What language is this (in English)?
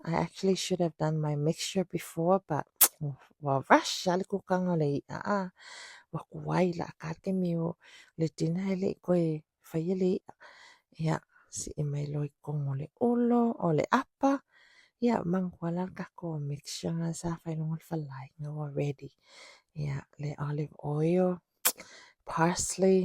Samoan